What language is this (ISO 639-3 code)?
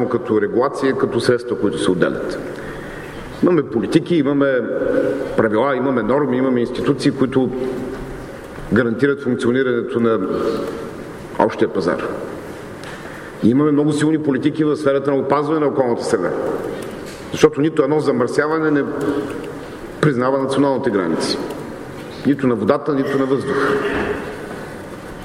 bul